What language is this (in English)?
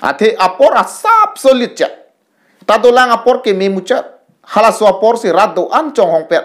Karbi